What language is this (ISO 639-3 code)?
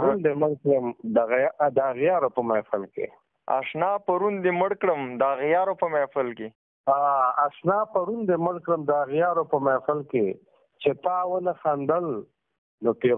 pus